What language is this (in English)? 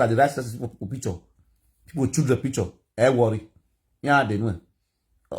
Nigerian Pidgin